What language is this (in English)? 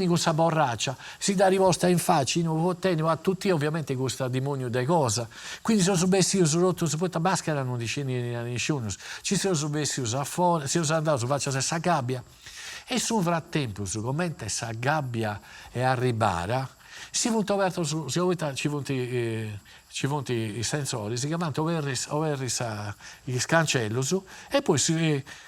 Sardinian